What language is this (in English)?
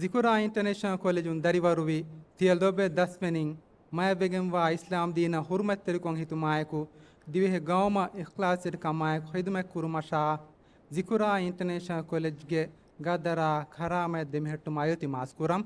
Divehi